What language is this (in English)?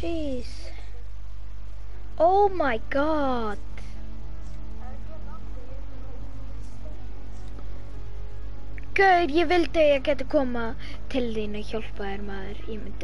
Icelandic